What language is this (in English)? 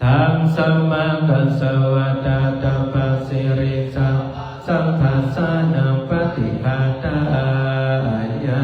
Pali